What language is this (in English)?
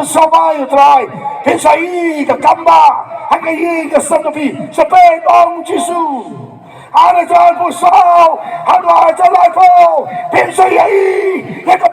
Khasi